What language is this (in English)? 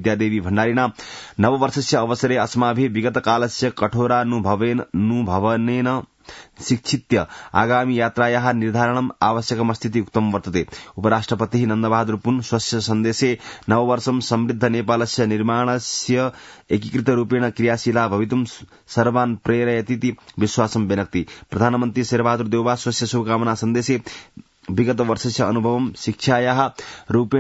Sanskrit